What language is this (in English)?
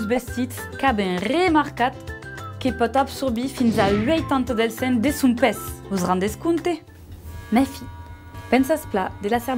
Occitan